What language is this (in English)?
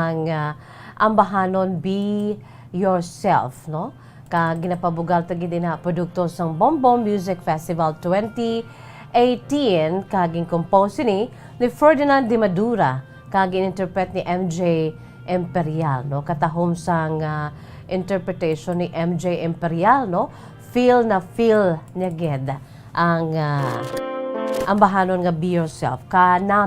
Hiligaynon